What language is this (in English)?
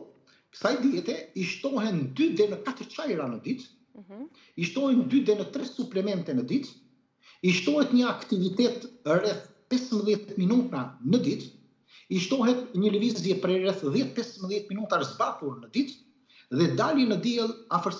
Albanian